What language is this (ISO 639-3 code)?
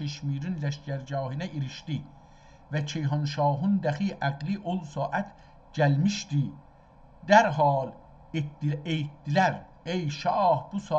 azb